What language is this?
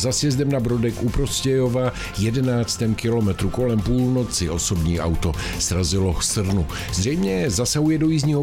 Czech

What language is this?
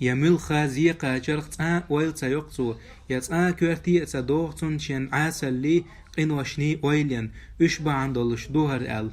Chechen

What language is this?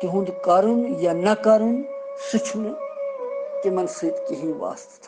Kashmiri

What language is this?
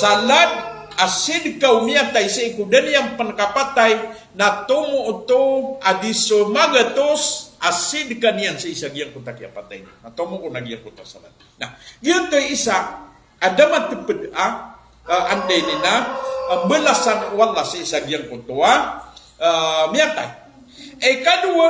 Maranao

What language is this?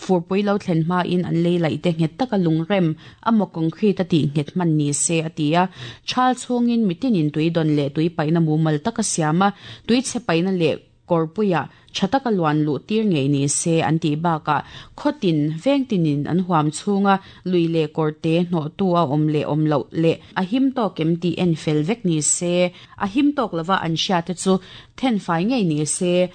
Mizo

